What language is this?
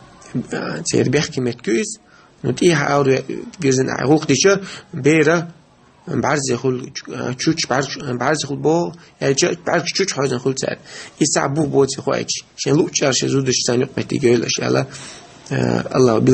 Chechen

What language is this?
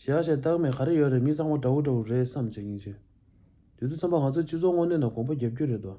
Tibetan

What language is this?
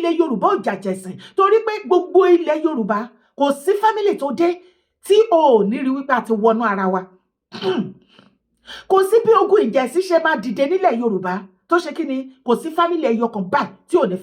Yoruba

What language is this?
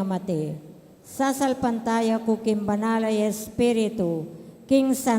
Pampanga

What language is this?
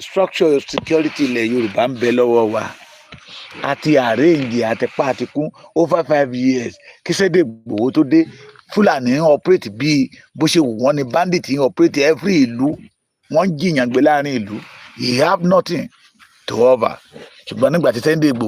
Yoruba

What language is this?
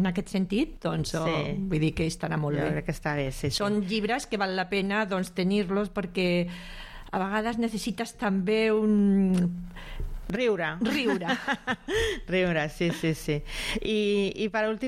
Catalan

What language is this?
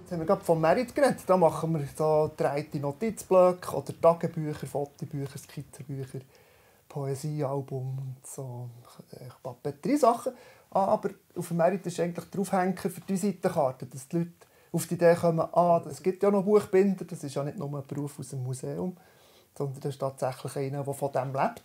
Swiss German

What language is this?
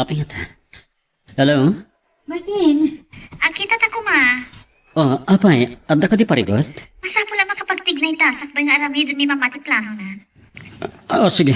Iloko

